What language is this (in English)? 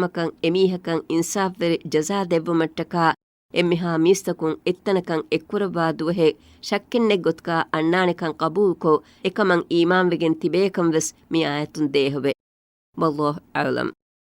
Divehi